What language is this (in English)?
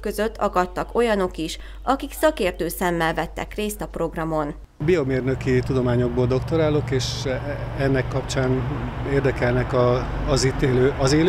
Hungarian